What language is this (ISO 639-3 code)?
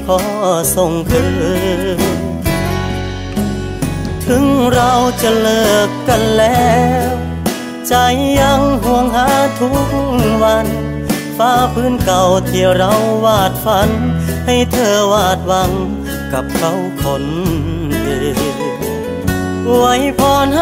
tha